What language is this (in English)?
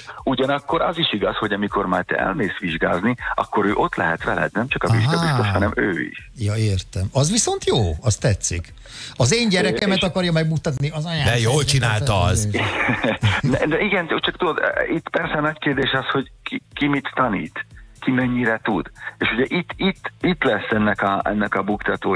Hungarian